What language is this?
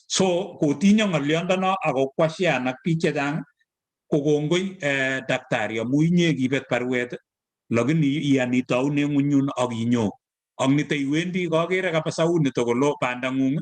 Kalenjin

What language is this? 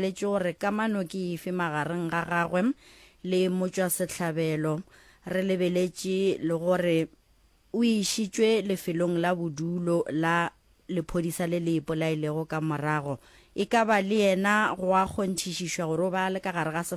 Northern Sotho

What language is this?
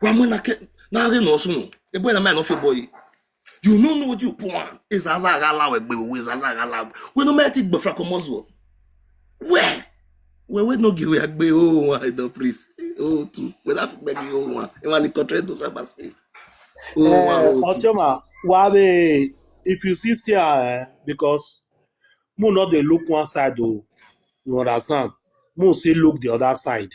Nigerian Pidgin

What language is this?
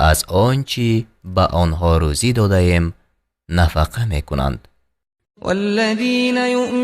Tajik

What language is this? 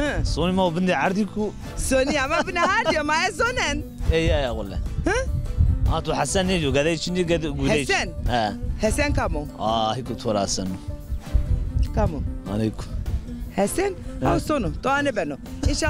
Zaza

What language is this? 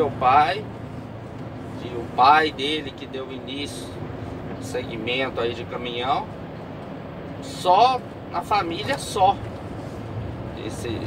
Portuguese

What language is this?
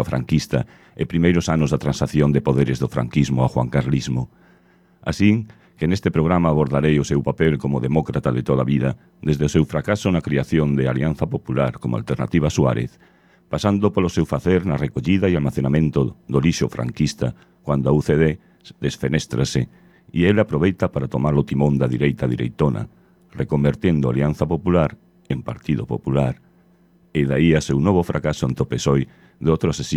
Galician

